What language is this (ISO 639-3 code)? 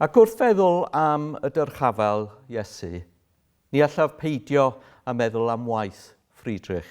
cym